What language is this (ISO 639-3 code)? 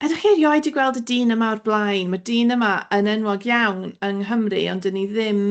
cym